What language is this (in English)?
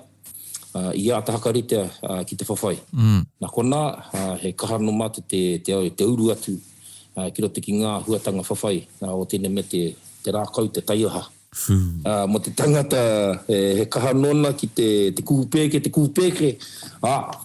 Māori